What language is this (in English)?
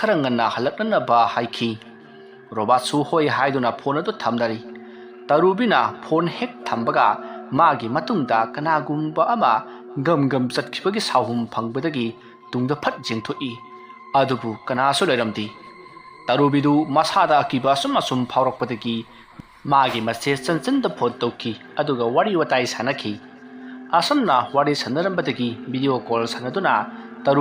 Manipuri